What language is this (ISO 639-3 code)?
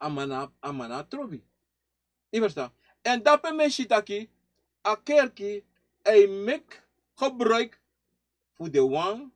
srn